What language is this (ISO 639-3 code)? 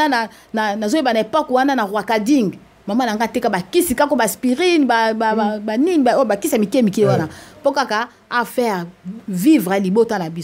lin